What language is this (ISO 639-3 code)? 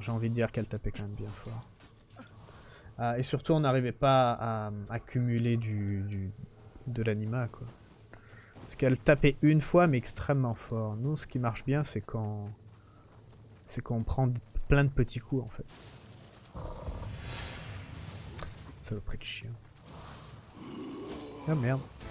fra